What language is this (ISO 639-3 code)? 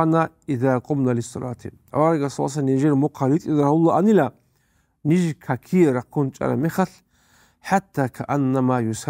ava